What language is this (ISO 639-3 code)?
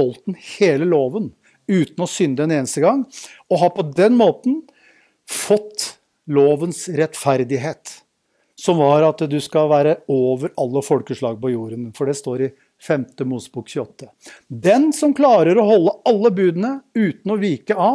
nor